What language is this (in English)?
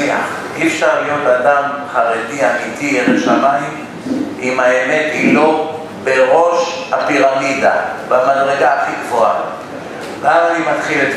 Hebrew